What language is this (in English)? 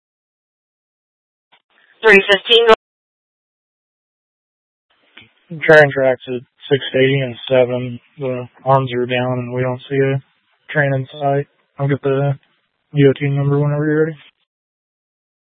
English